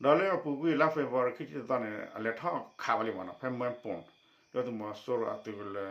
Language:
S'gaw Karen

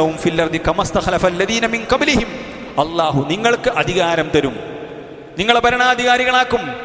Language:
Malayalam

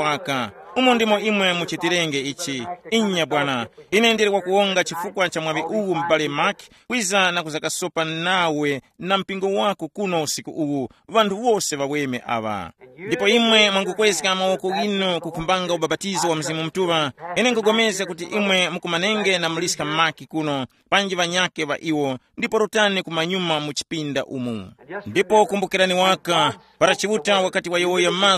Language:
Tumbuka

